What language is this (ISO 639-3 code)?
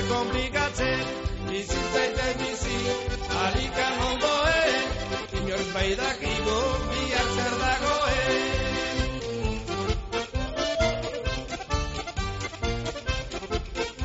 eus